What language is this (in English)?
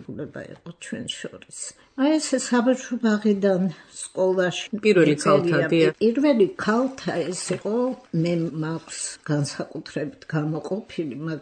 Georgian